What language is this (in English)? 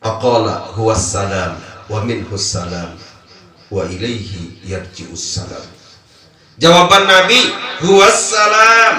Sasak